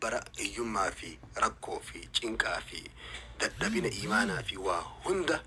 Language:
Oromo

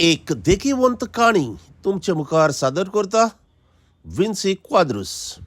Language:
Konkani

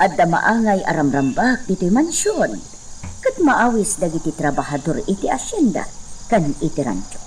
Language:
Iloko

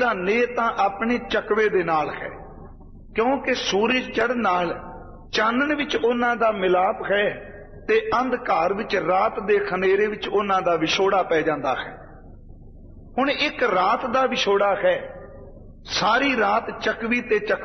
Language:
Punjabi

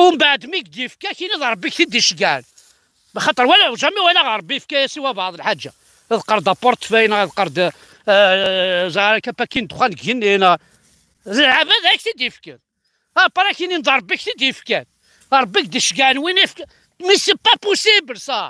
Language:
Kabyle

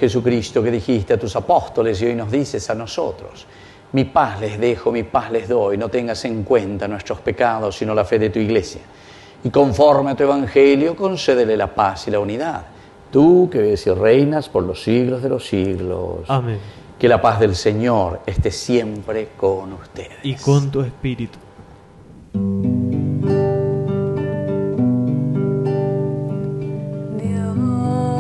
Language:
Spanish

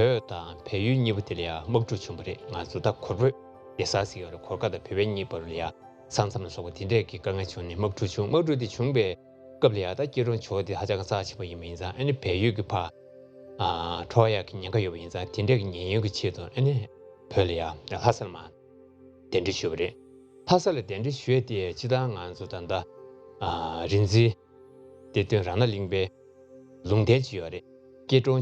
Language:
Tibetan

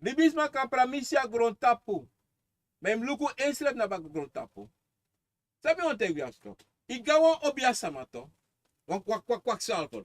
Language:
Sranan Tongo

